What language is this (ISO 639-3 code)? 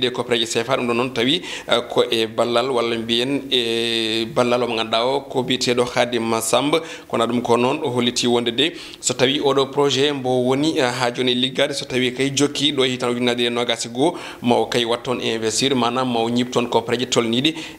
ful